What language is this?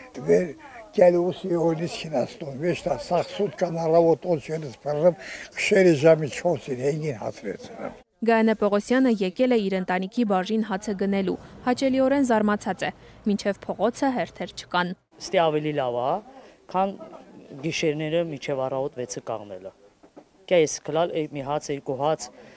Armenian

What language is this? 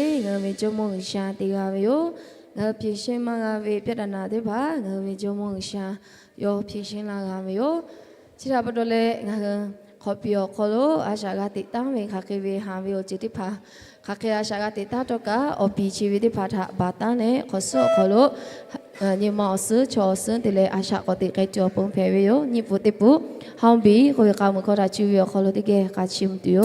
Lahu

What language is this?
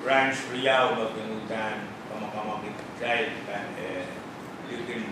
Pohnpeian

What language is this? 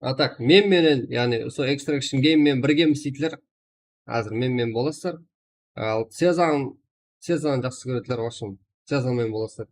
Kara-Kalpak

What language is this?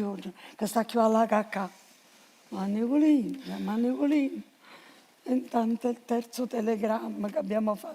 Neapolitan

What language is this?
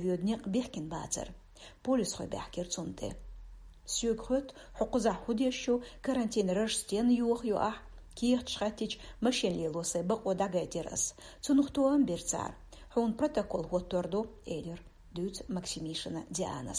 Chechen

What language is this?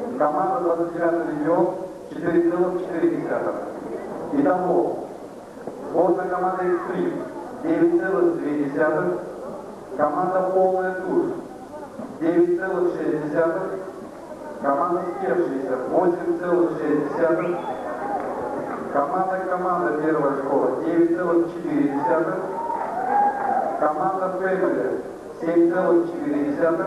Russian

